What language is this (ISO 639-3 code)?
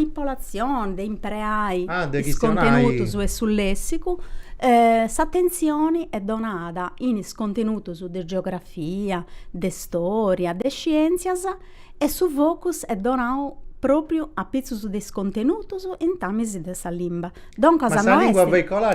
srd